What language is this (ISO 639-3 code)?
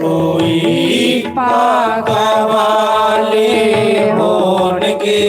doi